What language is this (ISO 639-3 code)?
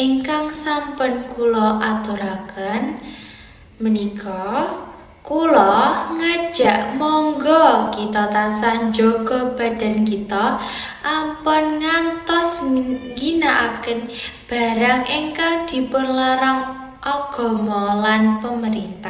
jav